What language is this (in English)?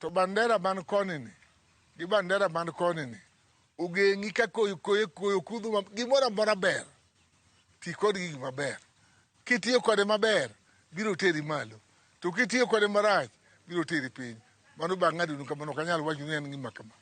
Luo (Kenya and Tanzania)